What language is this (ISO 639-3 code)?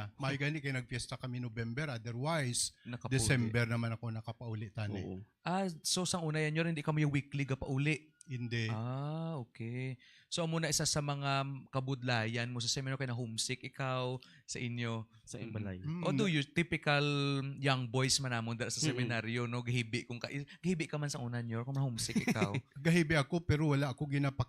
hil